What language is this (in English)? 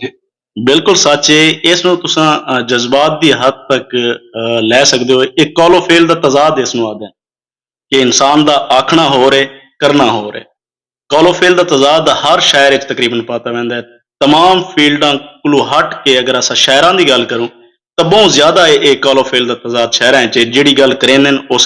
Saraiki